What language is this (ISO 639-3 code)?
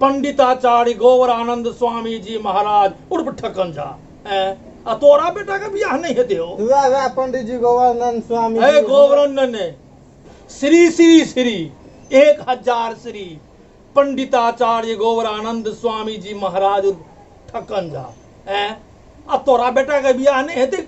mai